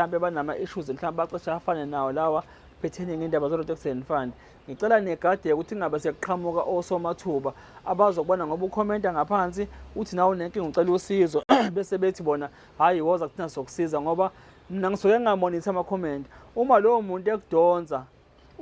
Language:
Zulu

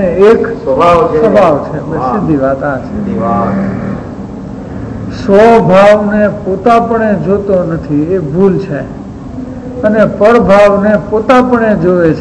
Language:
Gujarati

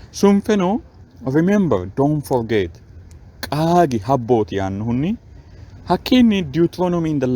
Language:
Sidamo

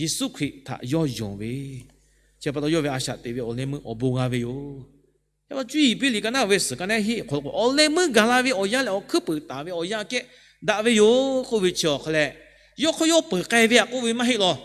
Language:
Lahu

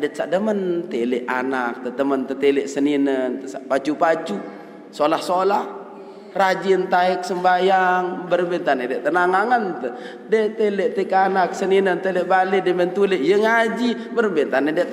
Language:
Sasak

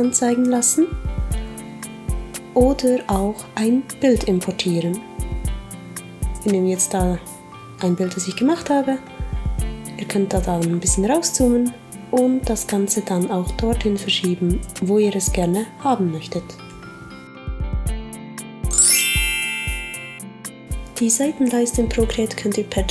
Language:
German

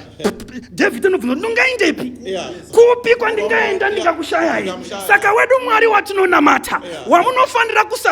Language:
Shona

